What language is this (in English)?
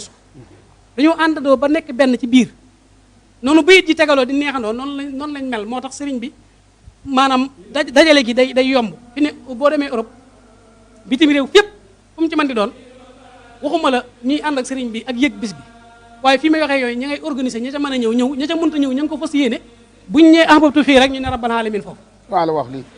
Wolof